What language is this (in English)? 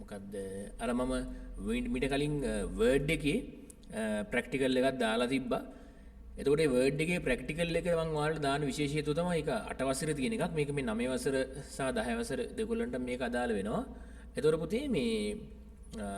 Sinhala